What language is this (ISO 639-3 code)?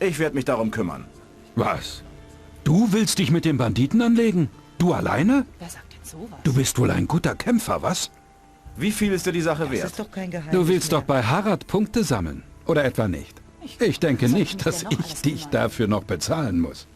bar